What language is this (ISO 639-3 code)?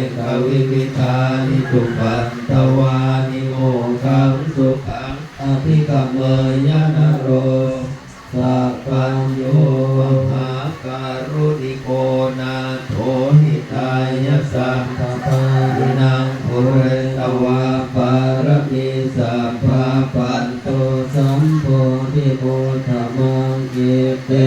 pli